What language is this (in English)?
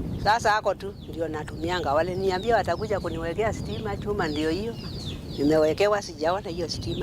Kamba